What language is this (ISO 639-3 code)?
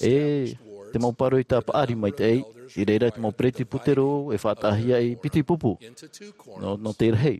tah